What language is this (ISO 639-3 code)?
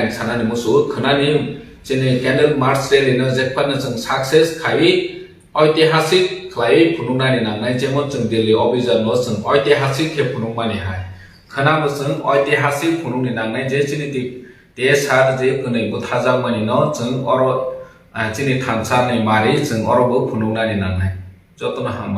trp